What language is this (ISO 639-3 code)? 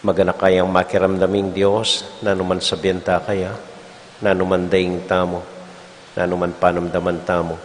pam